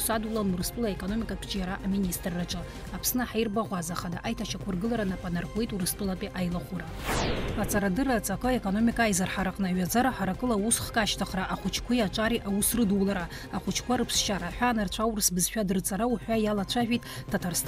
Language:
Abkhazian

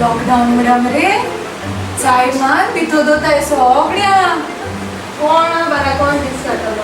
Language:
Konkani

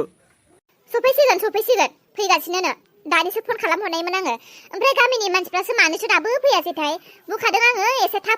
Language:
Bodo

